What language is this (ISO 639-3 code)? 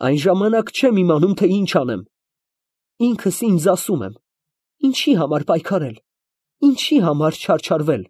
hye